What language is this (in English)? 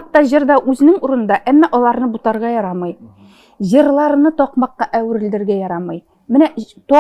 Tatar